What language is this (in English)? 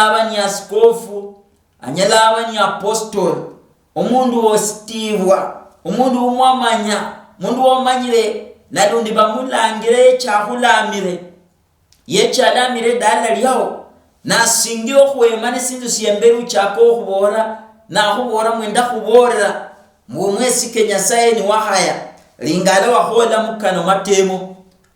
Luyia